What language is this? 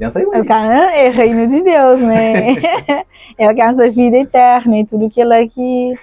Kabuverdianu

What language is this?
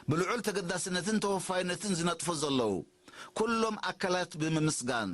Tigrinya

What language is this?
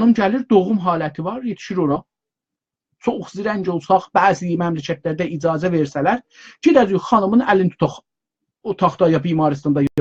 South Azerbaijani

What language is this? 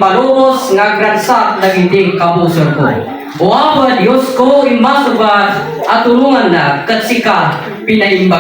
Iloko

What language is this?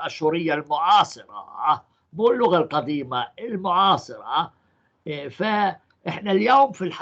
North Levantine Arabic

